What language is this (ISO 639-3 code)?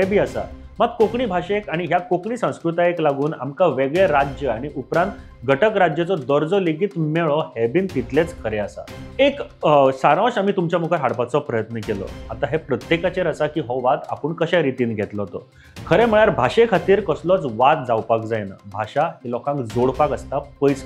kok